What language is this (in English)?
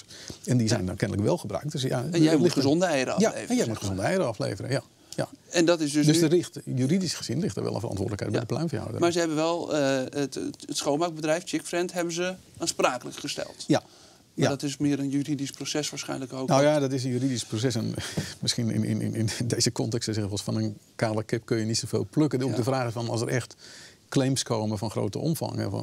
Dutch